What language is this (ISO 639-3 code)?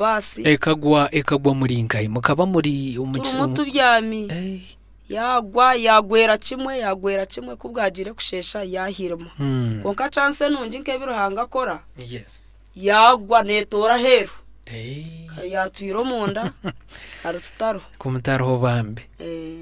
nyn